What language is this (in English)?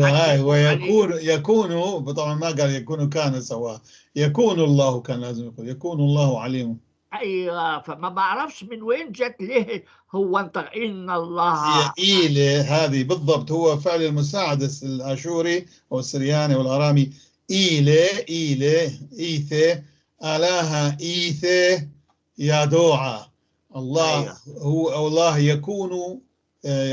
North Levantine Arabic